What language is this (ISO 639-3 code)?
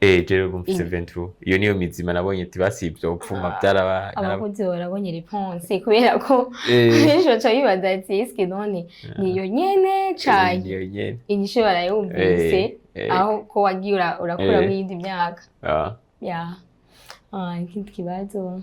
run